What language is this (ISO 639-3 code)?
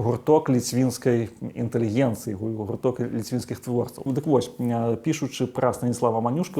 bel